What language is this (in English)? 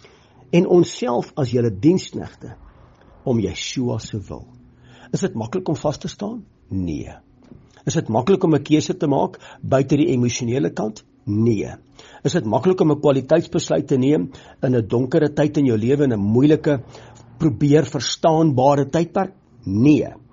Afrikaans